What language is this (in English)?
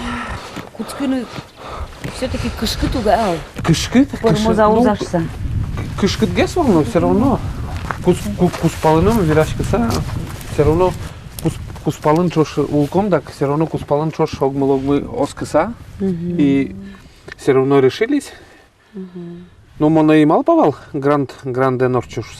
Udmurt